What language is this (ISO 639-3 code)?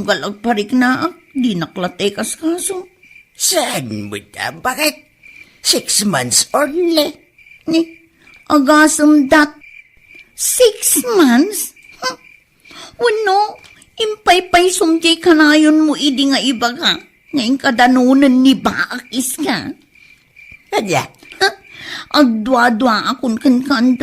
ilo